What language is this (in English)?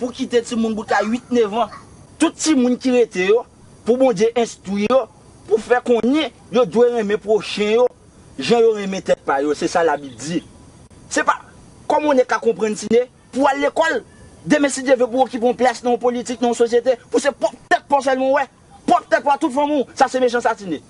Haitian Creole